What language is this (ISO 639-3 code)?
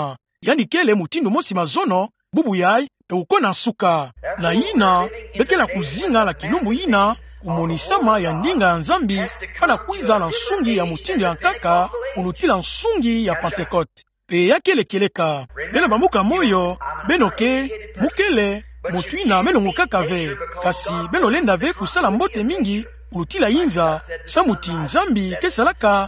ktu